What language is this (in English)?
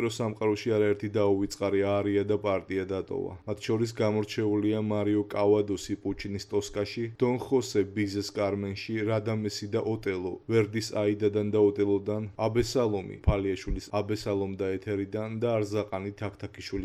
Georgian